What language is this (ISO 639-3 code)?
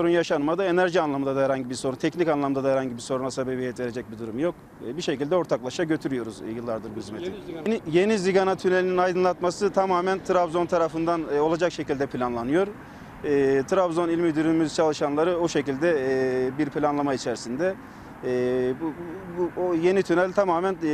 tur